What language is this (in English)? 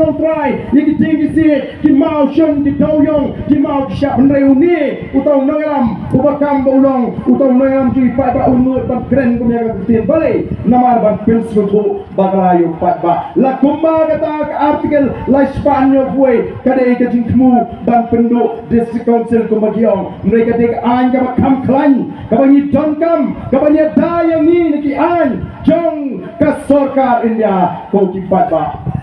Khasi